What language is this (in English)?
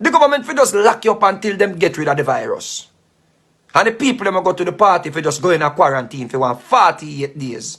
Jamaican Creole English